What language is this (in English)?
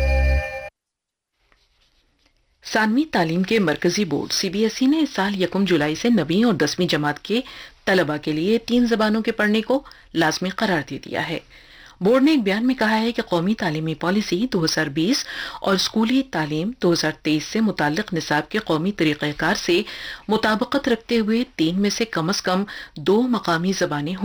Urdu